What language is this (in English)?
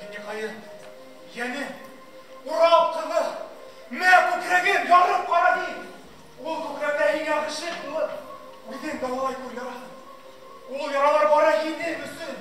Bashkir